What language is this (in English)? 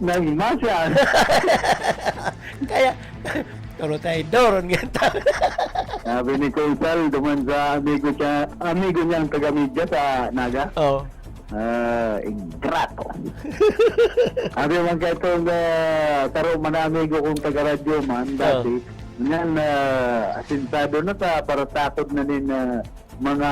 Bikol